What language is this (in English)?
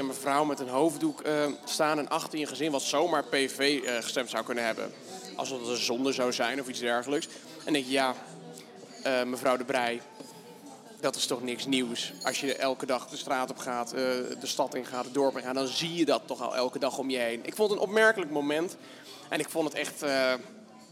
Dutch